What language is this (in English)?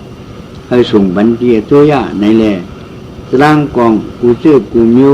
Shan